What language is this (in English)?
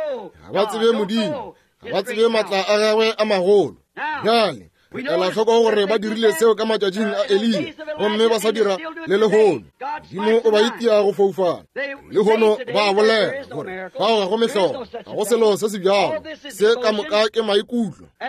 Northern Sotho